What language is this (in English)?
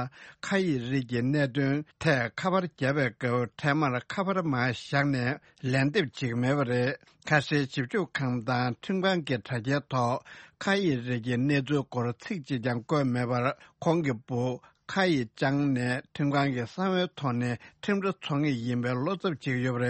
Tibetan